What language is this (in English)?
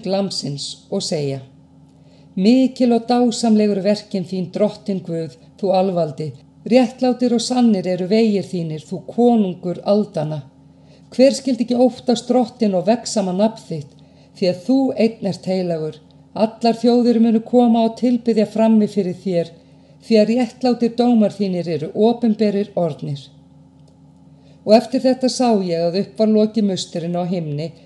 Icelandic